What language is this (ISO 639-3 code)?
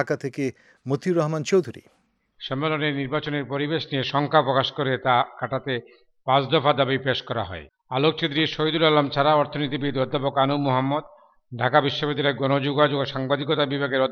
ben